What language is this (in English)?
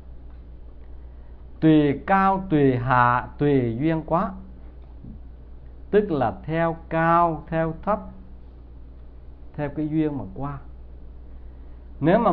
Vietnamese